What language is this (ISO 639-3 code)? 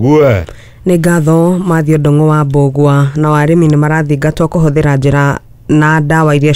kik